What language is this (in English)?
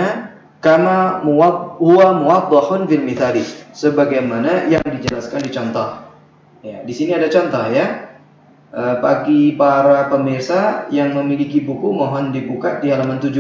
Indonesian